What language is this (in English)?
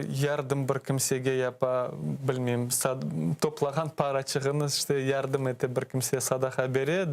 Crimean Tatar